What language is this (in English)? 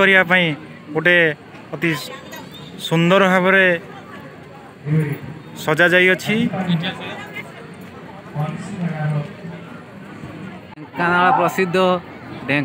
Odia